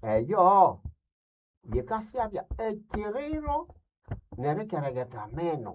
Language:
Nande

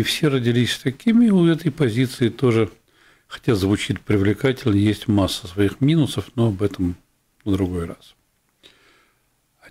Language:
Russian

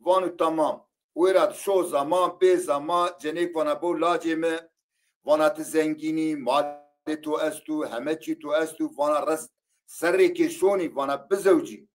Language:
Zaza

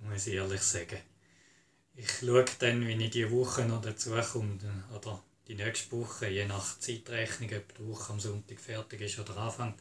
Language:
Swiss German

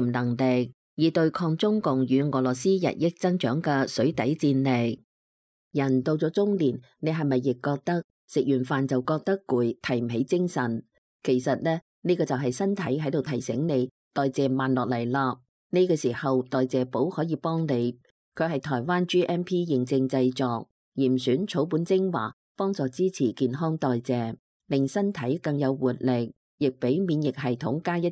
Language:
Cantonese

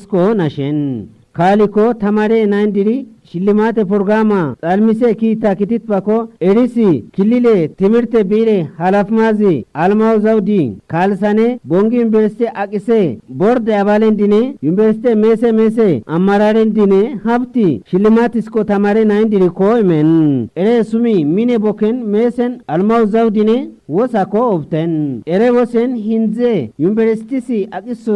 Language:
Kafa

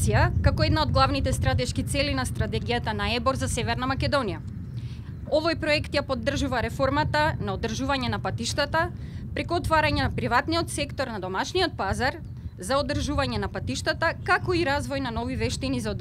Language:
Macedonian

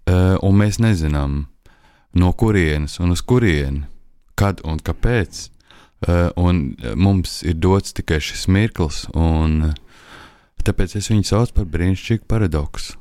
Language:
Latvian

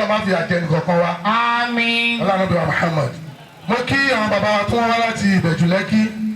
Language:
Yoruba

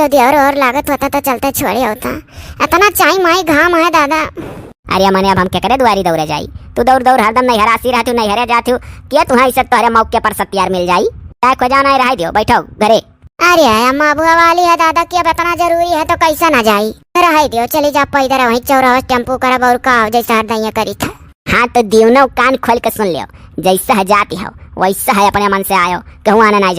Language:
Awadhi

